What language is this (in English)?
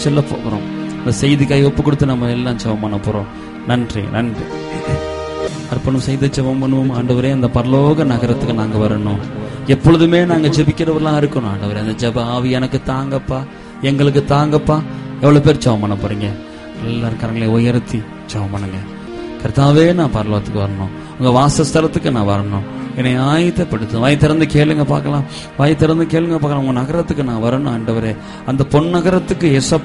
Tamil